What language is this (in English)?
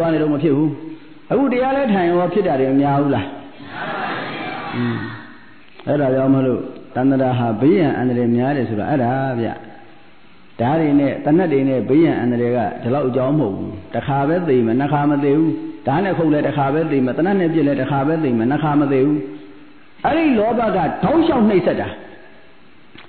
Burmese